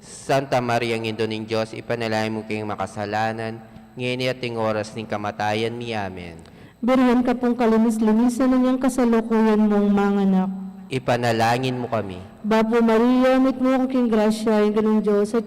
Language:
Pampanga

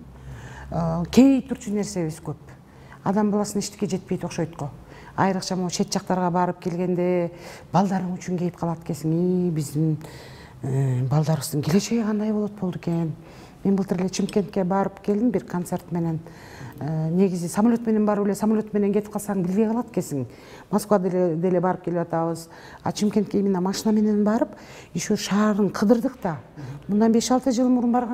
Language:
Kyrgyz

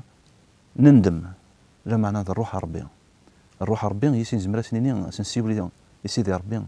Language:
Kabyle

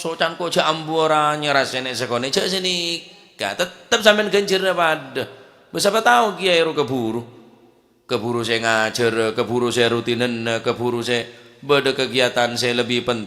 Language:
Madurese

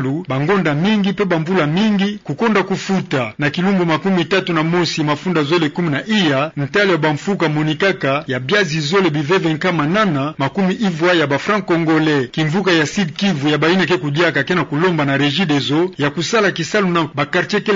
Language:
Kituba (Democratic Republic of Congo)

